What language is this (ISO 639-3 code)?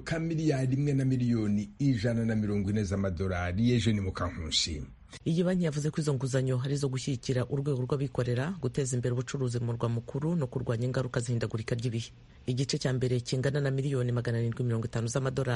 kin